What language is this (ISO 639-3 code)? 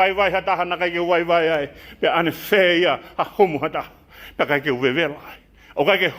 ton